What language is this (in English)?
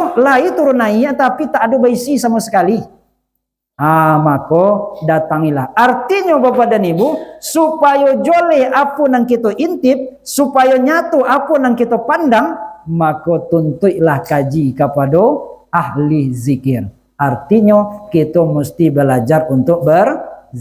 Minangkabau